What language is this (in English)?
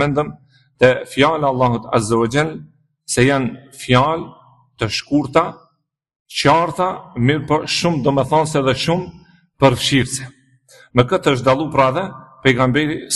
Albanian